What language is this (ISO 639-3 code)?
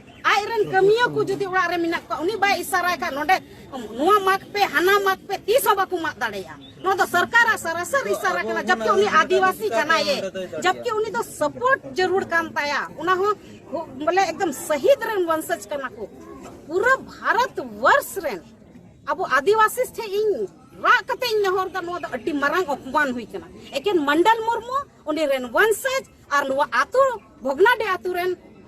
sat